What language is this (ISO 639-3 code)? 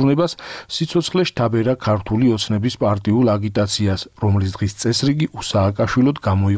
kat